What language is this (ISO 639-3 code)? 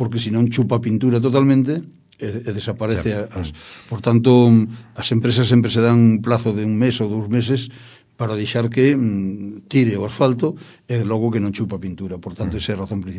glg